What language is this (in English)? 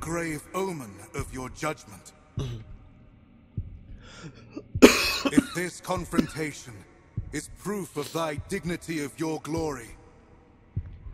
Hungarian